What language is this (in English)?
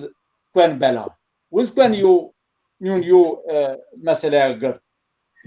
Zaza